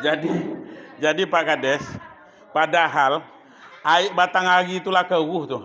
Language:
Minangkabau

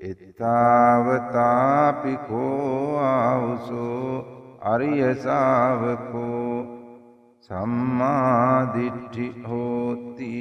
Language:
Sinhala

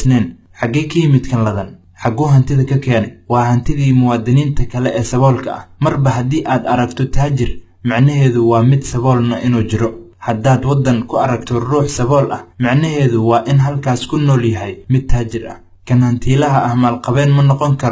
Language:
Somali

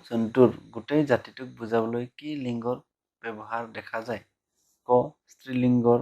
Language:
Assamese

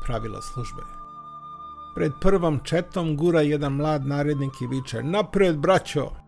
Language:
Serbian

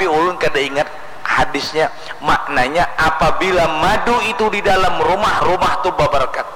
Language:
Banjar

